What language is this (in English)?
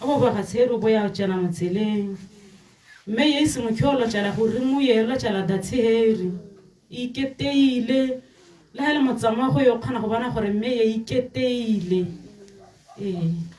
Tswana